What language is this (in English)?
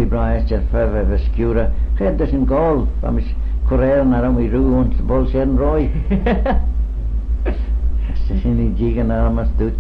Manx